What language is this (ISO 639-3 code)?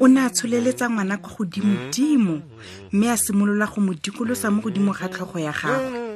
tsn